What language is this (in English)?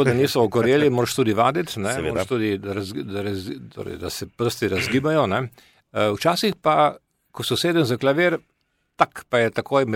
Slovenian